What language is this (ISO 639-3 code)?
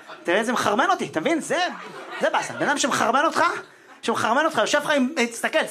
heb